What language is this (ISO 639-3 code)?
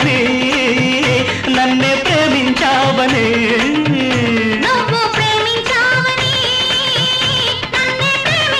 tel